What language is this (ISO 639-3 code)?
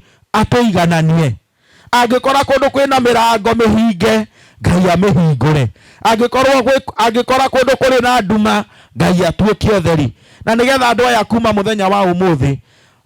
kik